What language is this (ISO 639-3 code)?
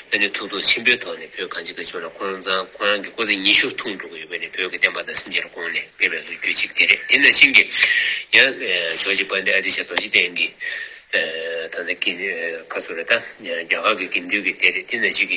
bod